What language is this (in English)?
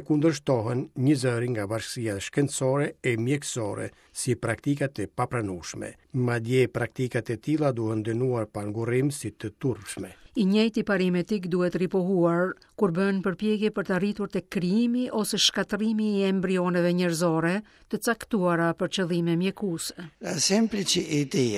Albanian